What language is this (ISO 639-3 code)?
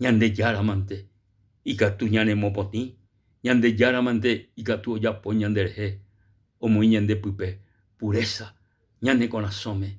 grn